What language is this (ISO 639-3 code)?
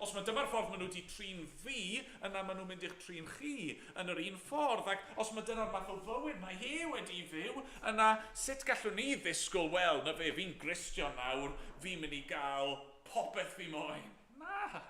cym